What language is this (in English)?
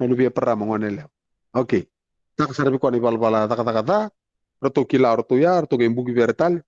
Fijian